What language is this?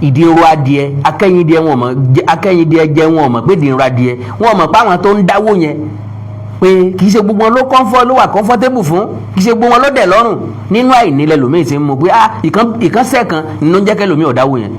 Yoruba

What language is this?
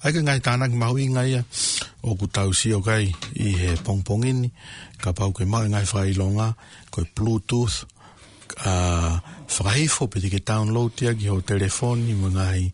Tongan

